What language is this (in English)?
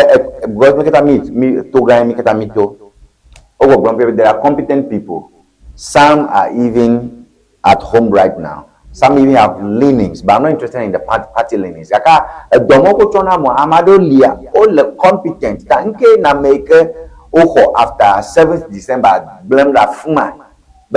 Ewe